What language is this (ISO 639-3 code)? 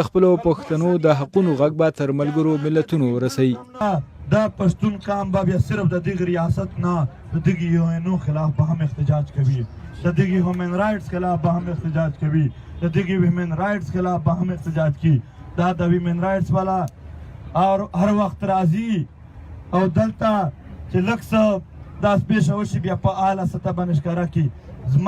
pus